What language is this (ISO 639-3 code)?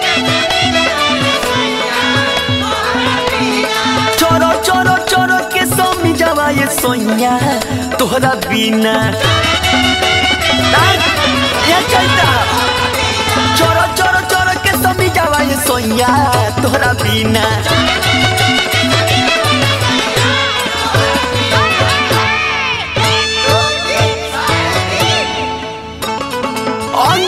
bho